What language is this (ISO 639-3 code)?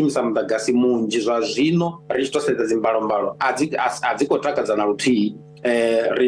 ven